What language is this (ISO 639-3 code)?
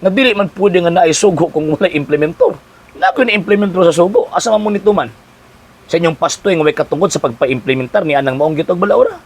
ceb